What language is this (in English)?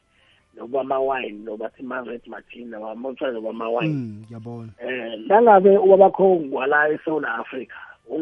South Ndebele